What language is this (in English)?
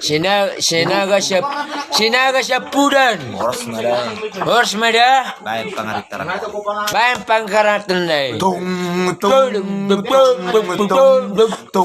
Batak Toba